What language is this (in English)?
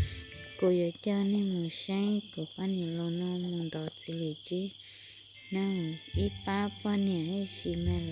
Hmong